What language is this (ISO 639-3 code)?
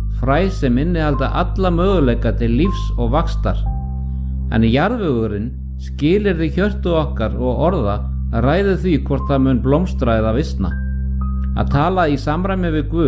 isl